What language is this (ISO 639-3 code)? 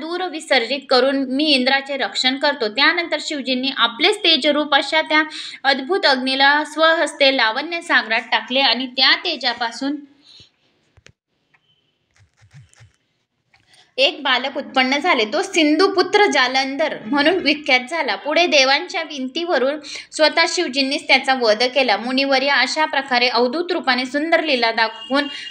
mar